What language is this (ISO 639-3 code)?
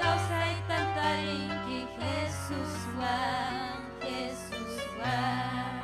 quy